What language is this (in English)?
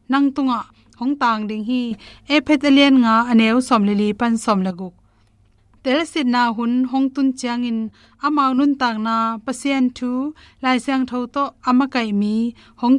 Tedim Chin